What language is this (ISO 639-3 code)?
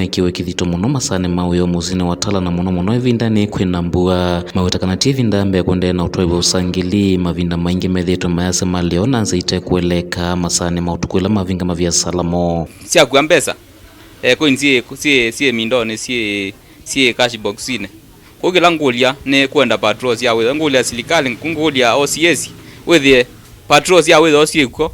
kam